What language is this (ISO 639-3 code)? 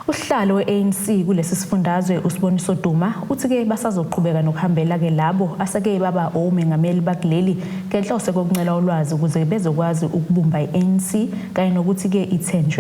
zul